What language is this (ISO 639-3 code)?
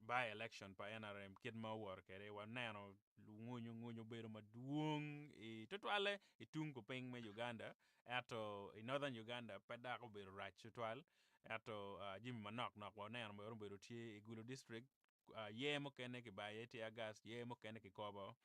ach